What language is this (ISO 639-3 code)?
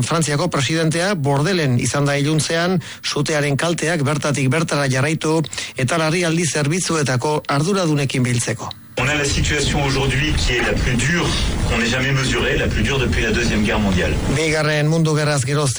eus